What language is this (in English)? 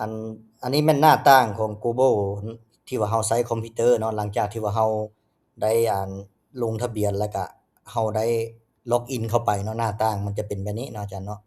Lao